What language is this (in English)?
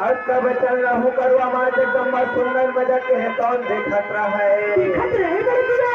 Chhattisgarhi